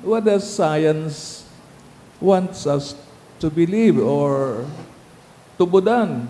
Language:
Bikol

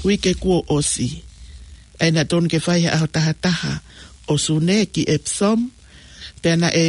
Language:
Tongan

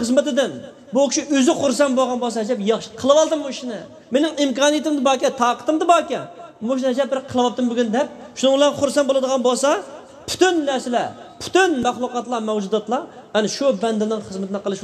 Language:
Uyghur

